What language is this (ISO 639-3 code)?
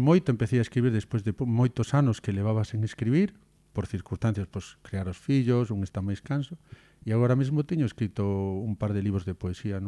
glg